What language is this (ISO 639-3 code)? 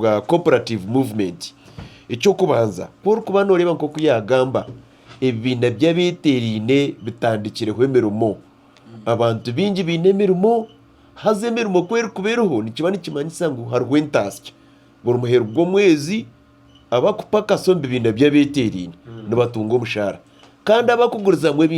nyn